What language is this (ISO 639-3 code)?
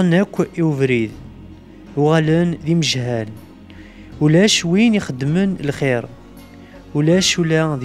kab